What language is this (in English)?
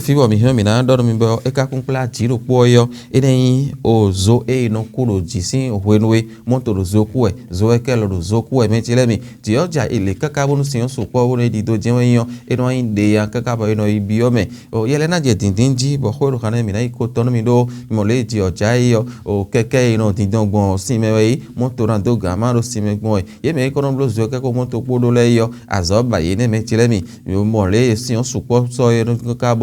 Fon